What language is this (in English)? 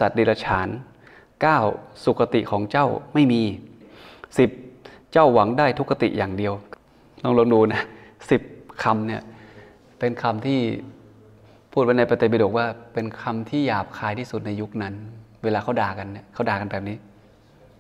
Thai